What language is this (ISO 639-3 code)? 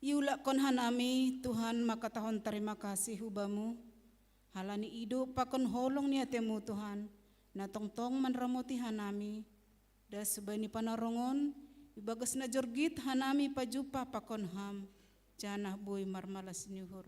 bts